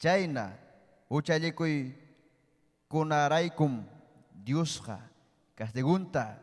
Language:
Ayacucho Quechua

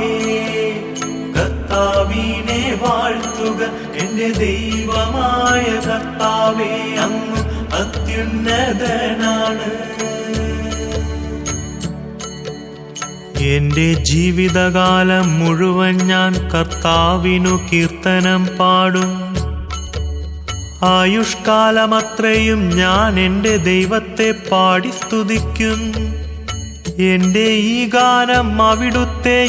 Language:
Malayalam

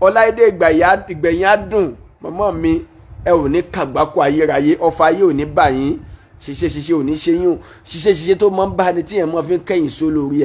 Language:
Yoruba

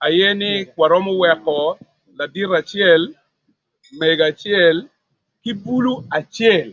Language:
Acoli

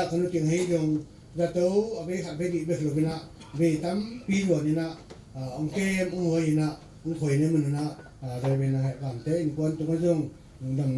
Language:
Tedim Chin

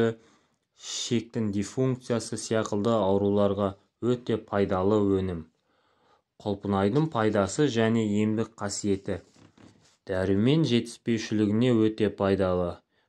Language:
Kazakh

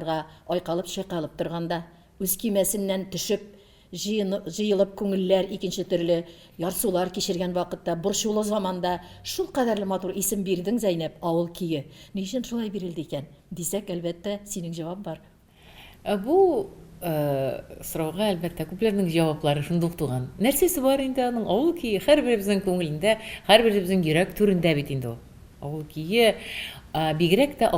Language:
Tatar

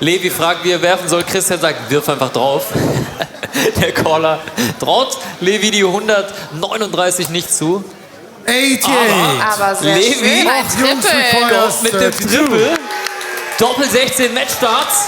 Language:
Swiss German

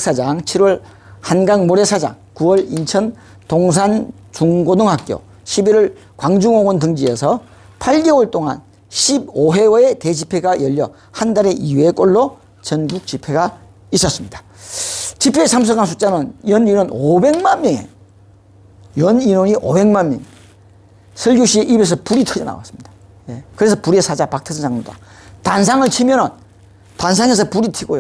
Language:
Korean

